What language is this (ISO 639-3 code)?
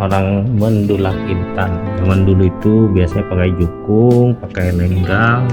bjn